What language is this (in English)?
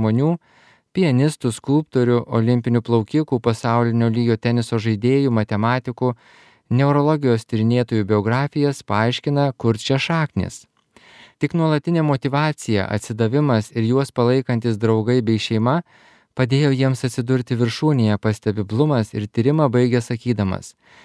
Lithuanian